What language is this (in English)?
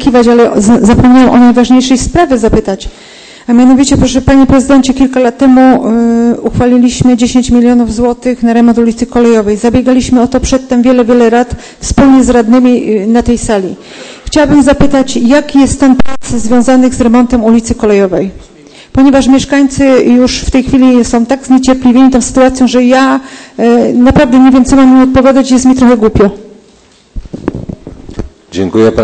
Polish